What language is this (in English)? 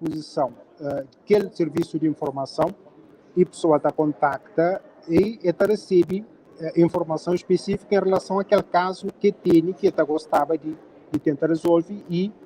Kabuverdianu